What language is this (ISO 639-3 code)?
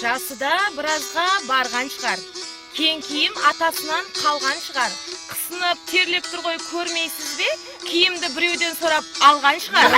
kaa